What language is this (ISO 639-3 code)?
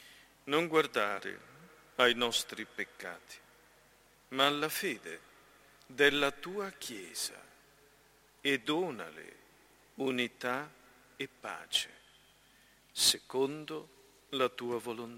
ita